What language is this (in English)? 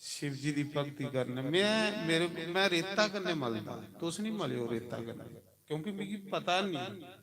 Dogri